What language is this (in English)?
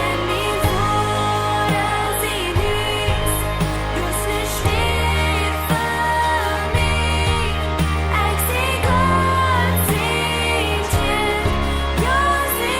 Plautdietsch